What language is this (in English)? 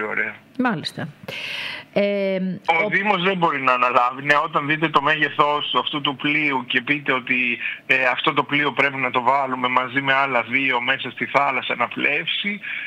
Greek